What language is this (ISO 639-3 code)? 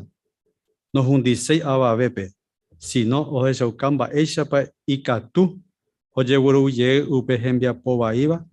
grn